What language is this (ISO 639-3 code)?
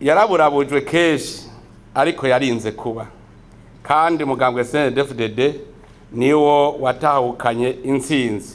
run